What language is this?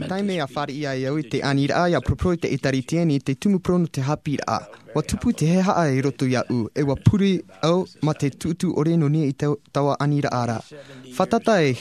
Tahitian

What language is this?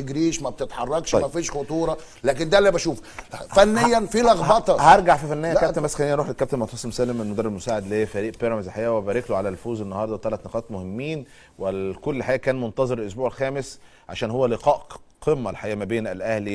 Egyptian Arabic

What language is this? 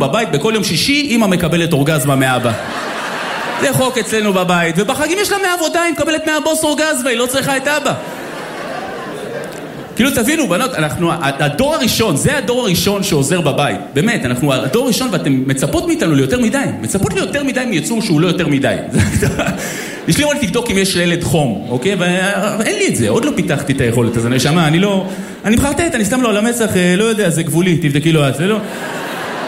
Hebrew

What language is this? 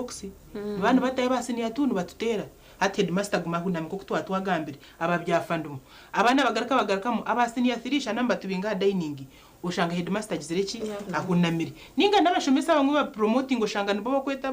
Nyankole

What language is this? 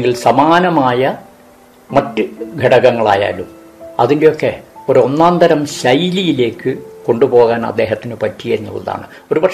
Malayalam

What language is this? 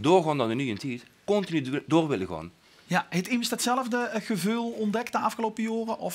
Limburgish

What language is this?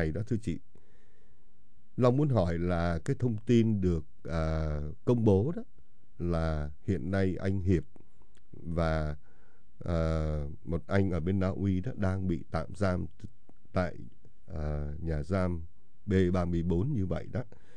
Vietnamese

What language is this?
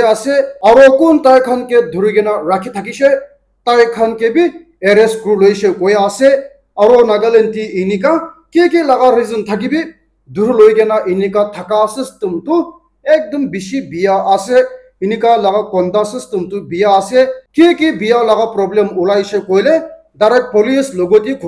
Naga Pidgin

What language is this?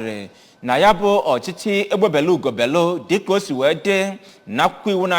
Igbo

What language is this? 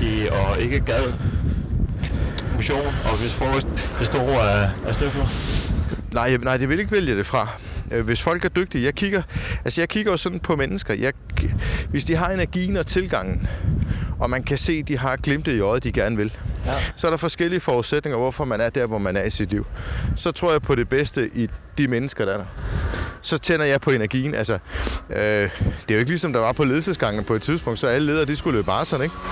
Danish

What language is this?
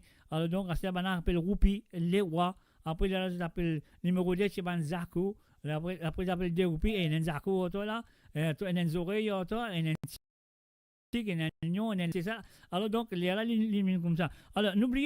Morisyen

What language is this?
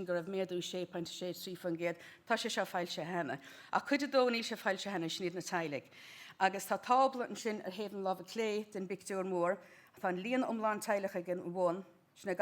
Irish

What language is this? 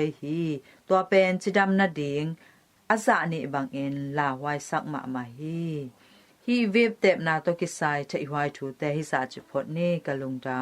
Tedim Chin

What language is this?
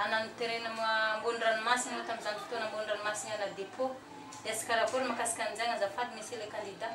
Malagasy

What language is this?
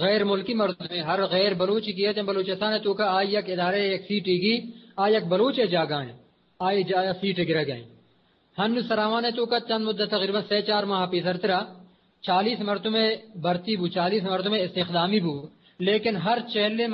Eastern Balochi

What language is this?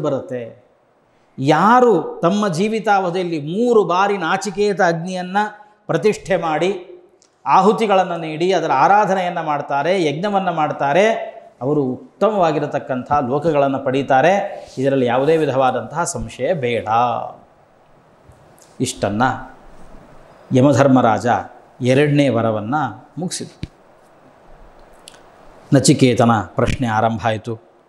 Kannada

